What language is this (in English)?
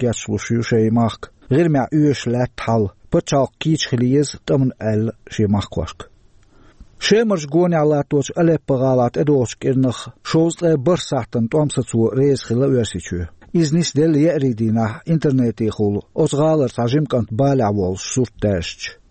Chechen